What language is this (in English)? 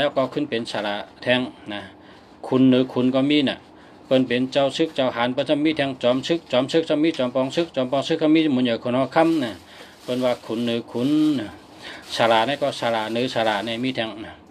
Shan